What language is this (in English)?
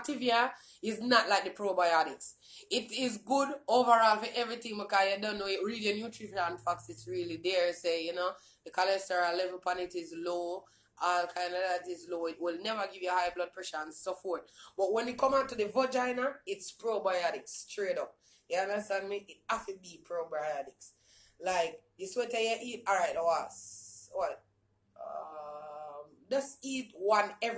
Jamaican Creole English